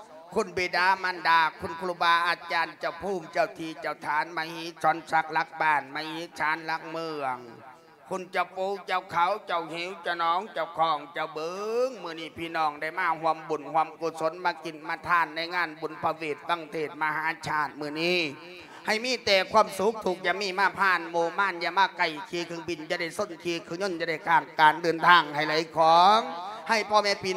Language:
Lao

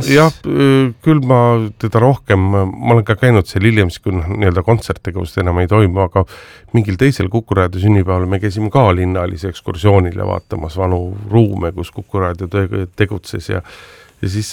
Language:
Estonian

